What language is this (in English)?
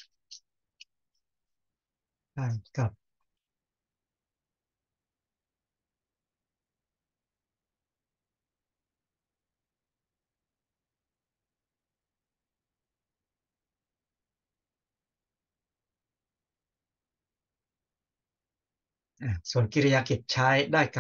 Thai